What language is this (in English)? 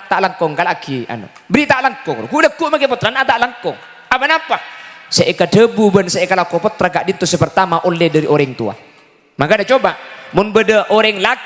Madurese